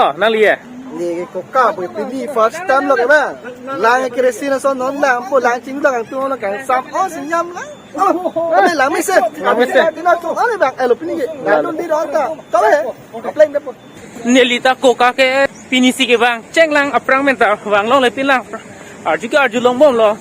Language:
Karbi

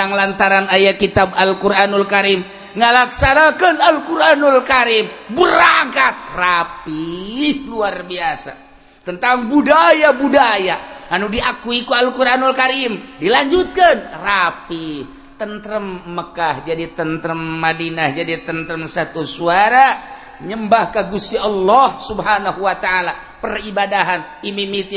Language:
Sundanese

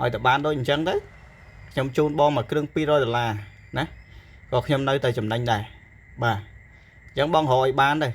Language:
Khmer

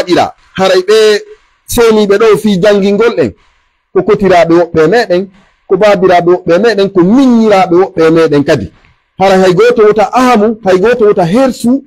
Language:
Pular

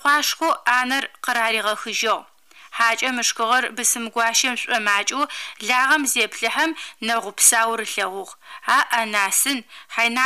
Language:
Adyghe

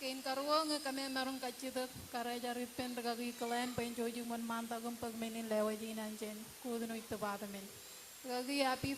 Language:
Marshallese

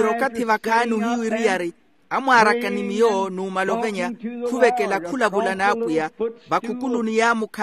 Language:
Makhuwa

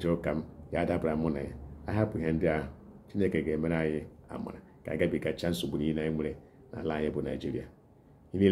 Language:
Igbo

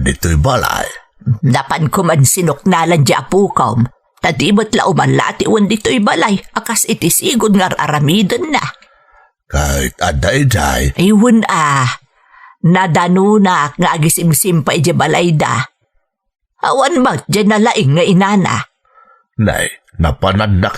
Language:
Iloko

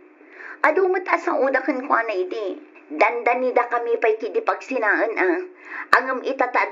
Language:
Iloko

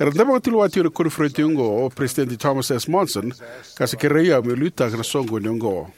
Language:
Fijian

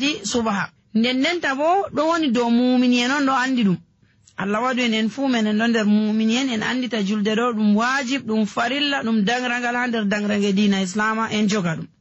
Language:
Nigerian Fulfulde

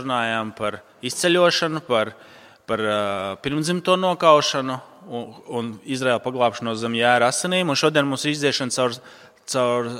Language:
Latvian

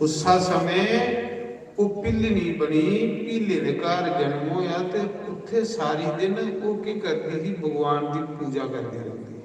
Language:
Dogri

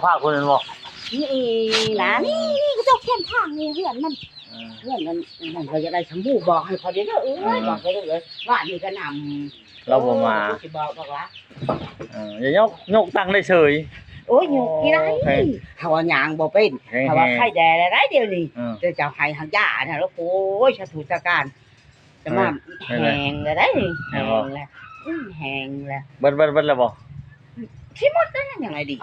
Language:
Lao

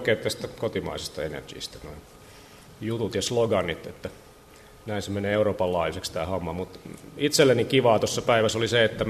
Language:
Finnish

